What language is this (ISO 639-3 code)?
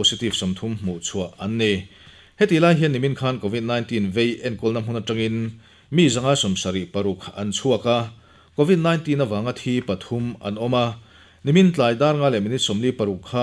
lus